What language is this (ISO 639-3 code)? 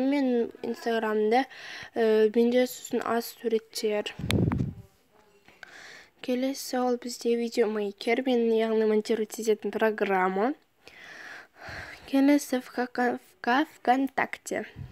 kaz